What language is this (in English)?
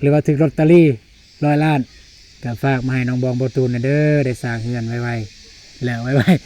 Lao